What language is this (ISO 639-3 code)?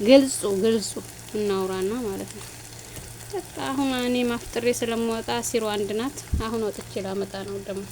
amh